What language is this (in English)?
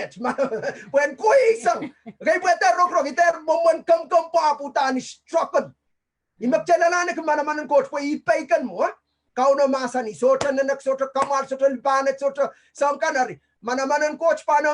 Pohnpeian